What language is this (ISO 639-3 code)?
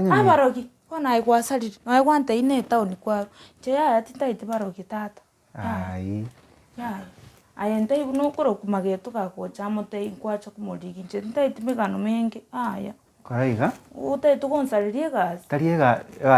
guz